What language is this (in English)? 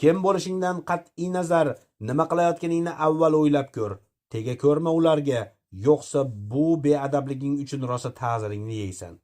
Uzbek